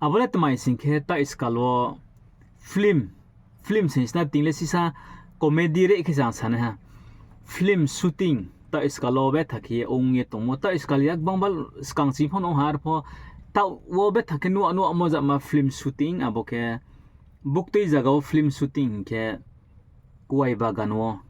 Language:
Riang (India)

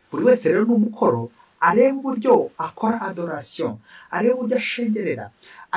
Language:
Kinyarwanda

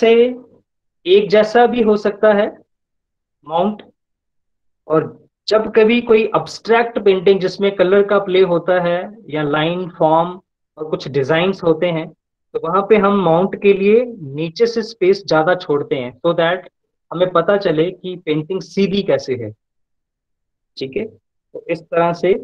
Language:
Hindi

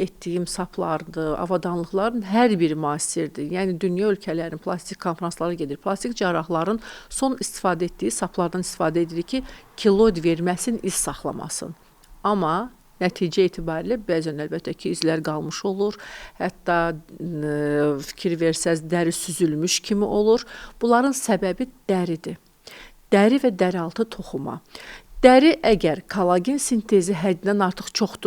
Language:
Azerbaijani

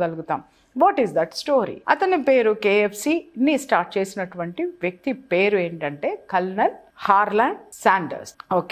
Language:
Telugu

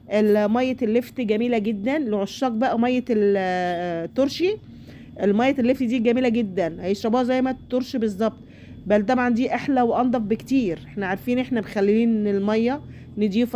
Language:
Egyptian Arabic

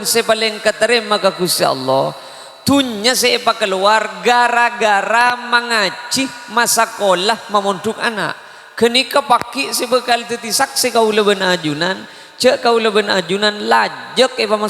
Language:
Madurese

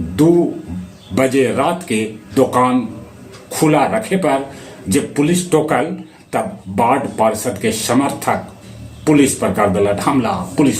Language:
Magahi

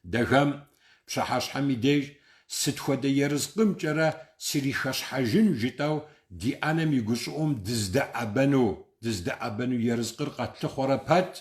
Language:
Kabardian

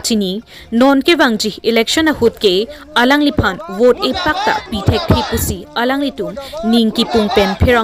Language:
Karbi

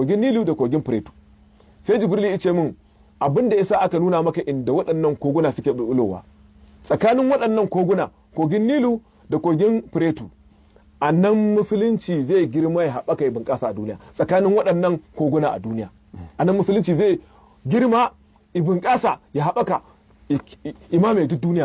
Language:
Hausa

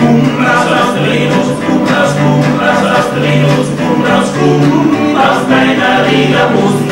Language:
Bavarian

